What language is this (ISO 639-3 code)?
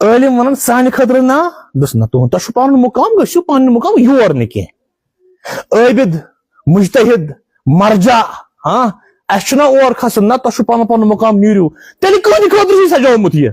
kas